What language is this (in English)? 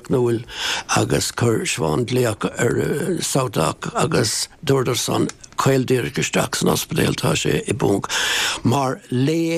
Irish